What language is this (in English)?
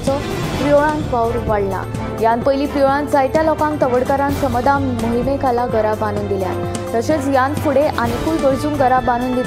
Konkani